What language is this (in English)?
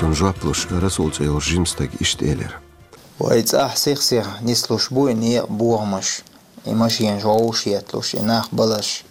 Chechen